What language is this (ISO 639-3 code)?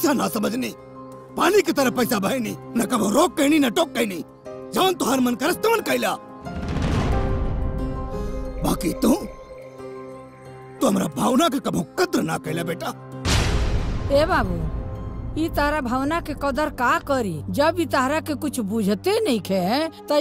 bho